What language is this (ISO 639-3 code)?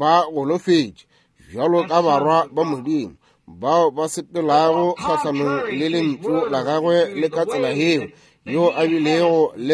nso